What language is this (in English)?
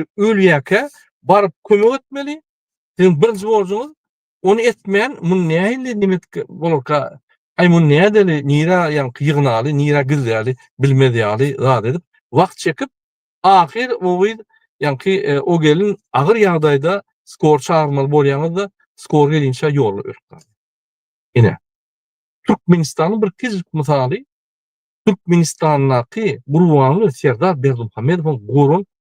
Turkmen